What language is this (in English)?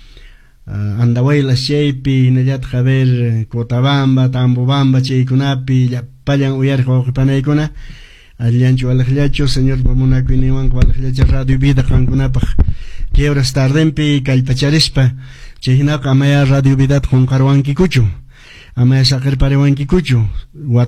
Quechua